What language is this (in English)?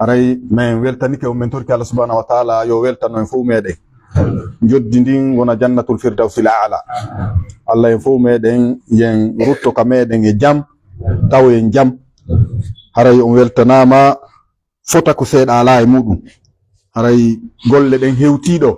Fula